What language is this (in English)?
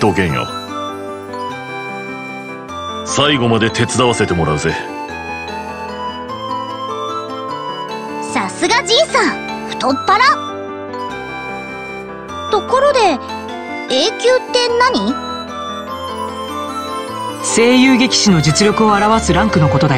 Japanese